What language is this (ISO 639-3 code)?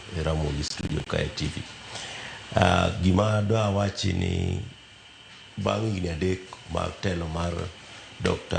luo